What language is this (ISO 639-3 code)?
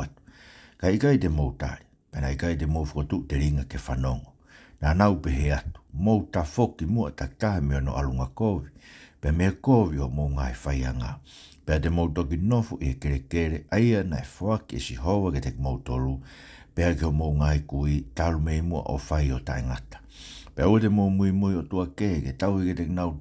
ton